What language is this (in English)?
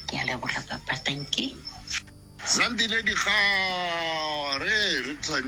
Northern Sotho